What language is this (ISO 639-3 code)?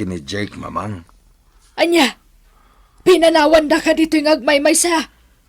ilo